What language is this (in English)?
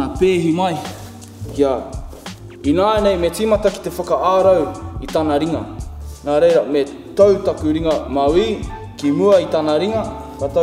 Māori